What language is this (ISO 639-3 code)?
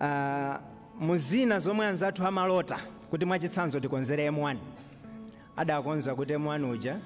nya